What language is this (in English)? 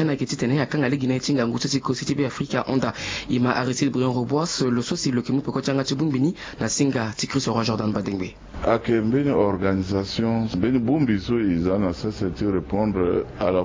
Sango